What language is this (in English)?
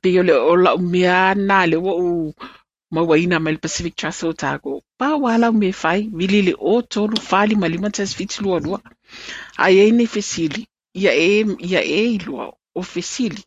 Samoan